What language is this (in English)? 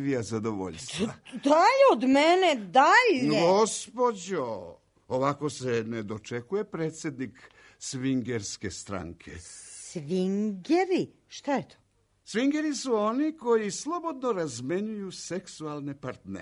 Serbian